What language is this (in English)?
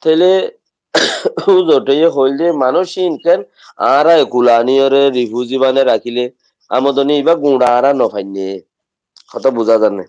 Rohingya